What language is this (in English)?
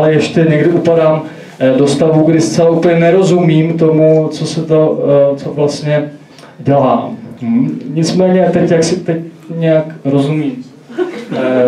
Czech